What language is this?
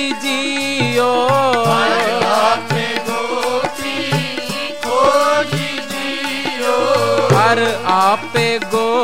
Hindi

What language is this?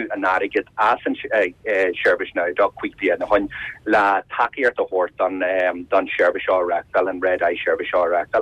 Irish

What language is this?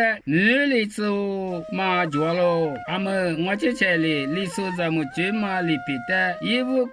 Lisu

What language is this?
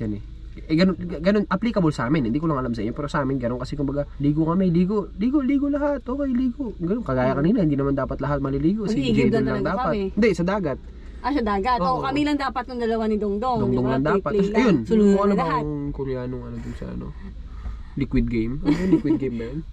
Filipino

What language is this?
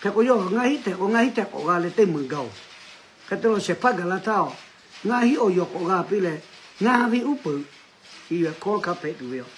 Lahu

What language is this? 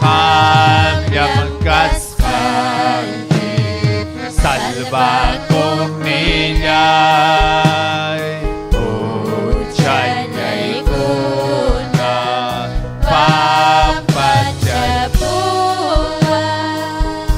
Ayacucho Quechua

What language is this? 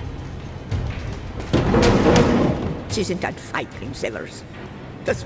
German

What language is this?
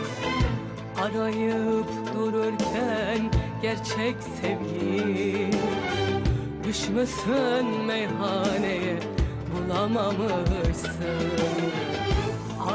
Turkish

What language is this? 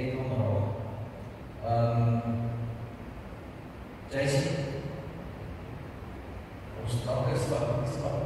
Afrikaans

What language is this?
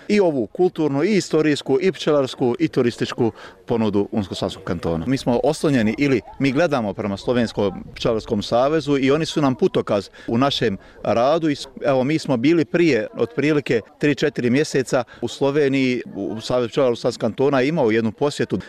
Bosnian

